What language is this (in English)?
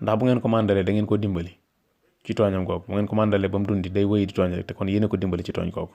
Wolof